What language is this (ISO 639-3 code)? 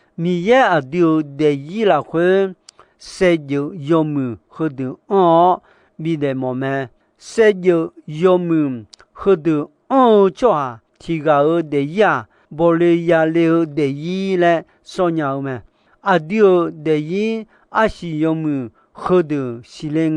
ahk